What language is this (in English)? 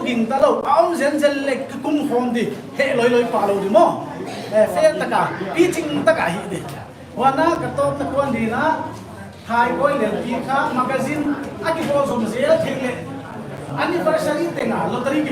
Paite Chin